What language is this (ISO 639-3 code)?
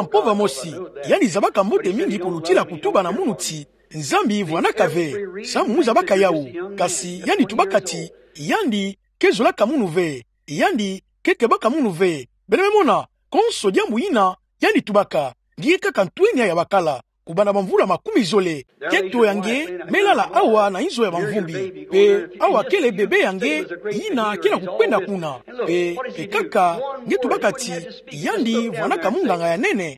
ktu